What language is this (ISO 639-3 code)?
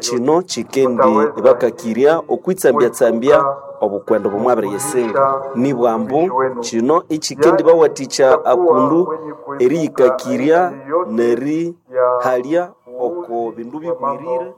nnb